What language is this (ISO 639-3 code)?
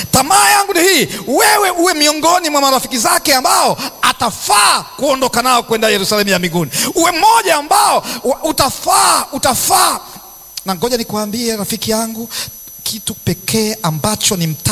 swa